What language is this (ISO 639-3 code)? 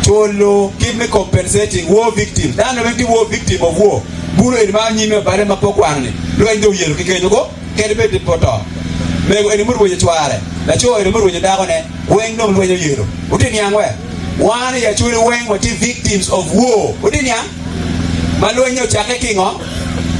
ach